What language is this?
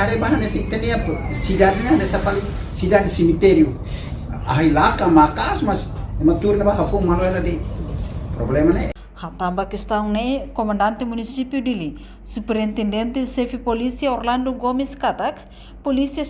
Tetum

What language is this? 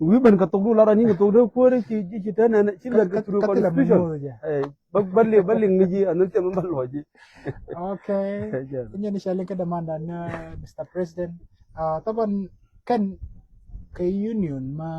Nuer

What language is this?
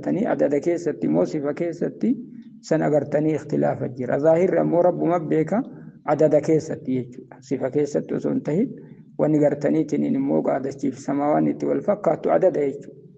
Oromo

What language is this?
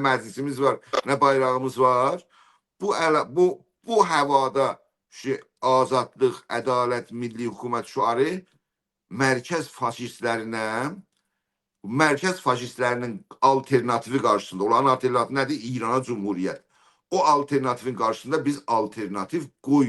South Azerbaijani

